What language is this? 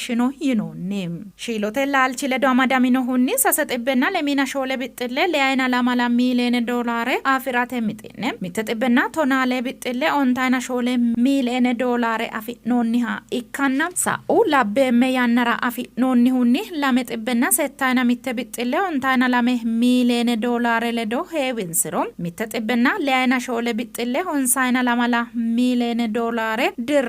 Sidamo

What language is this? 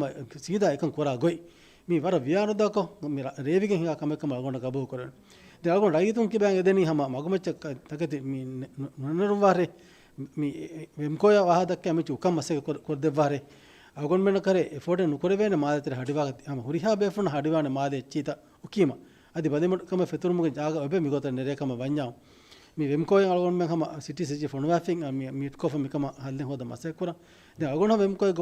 Divehi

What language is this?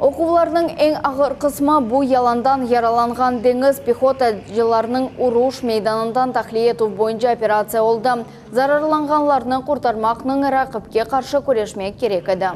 Crimean Tatar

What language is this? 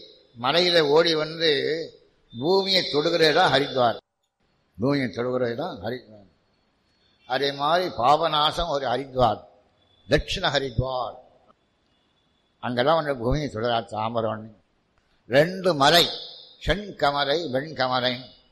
Tamil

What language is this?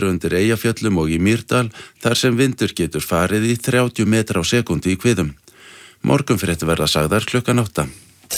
Icelandic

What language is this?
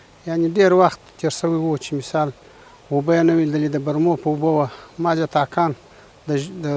Pashto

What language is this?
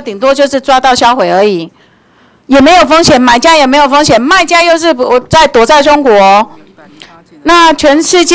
Chinese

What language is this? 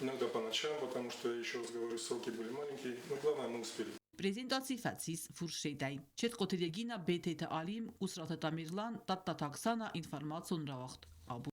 Ossetic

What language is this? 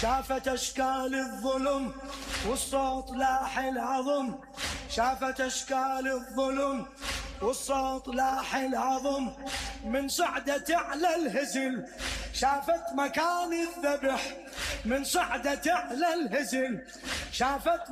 Mesopotamian Arabic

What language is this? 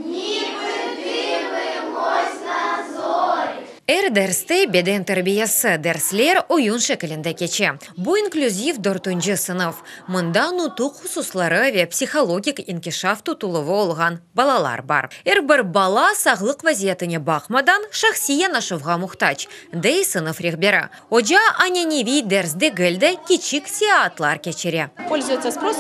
Crimean Tatar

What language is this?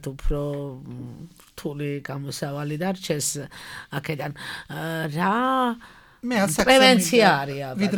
Georgian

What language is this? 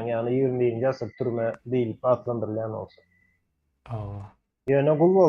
Turkmen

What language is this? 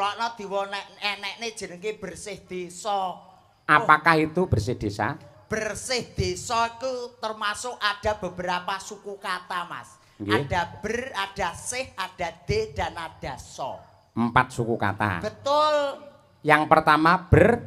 Javanese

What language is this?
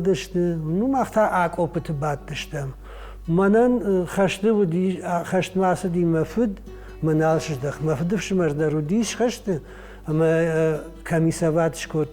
Ossetic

